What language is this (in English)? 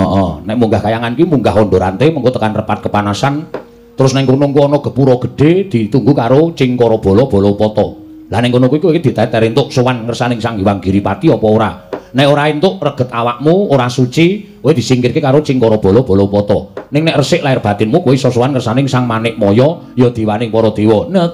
Javanese